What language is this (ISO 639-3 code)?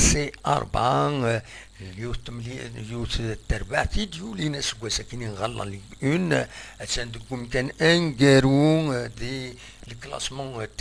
kab